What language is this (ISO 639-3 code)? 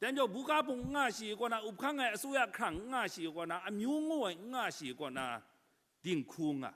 kac